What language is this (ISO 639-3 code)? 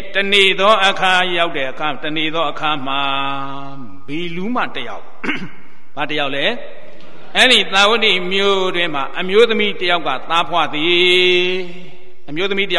mya